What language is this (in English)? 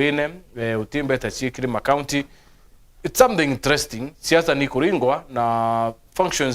Meru